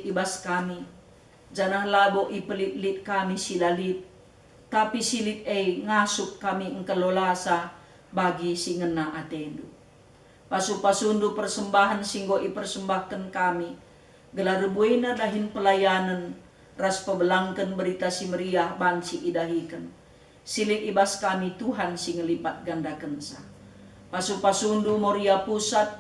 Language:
Batak Karo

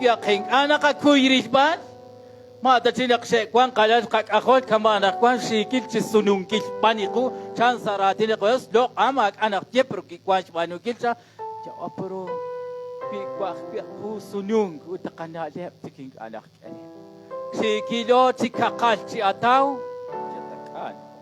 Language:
Kekchí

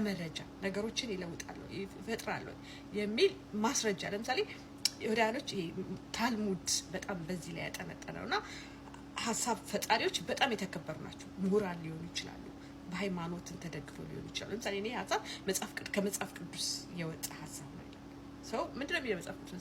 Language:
Amharic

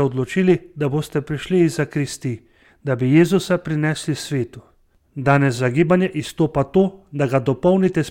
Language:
Slovenian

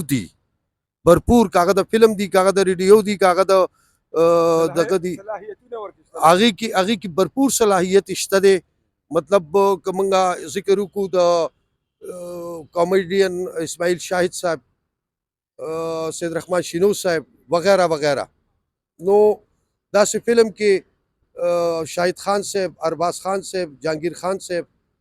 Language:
Pashto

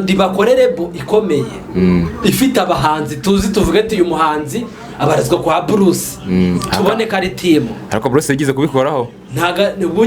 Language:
Kinyarwanda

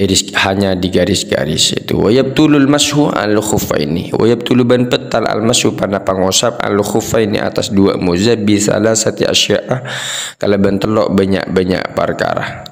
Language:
Madurese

